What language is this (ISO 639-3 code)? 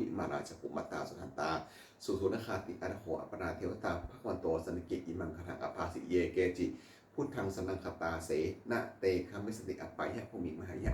pli